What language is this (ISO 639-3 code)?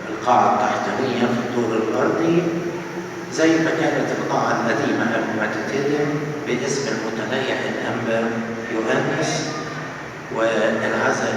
arz